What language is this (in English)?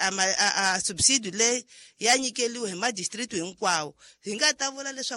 Tsonga